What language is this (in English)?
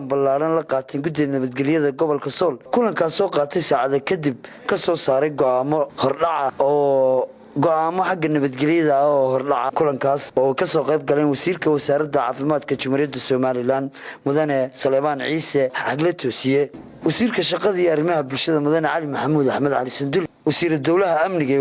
Somali